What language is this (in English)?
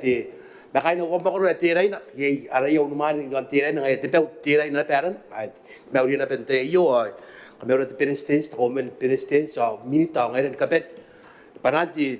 Gilbertese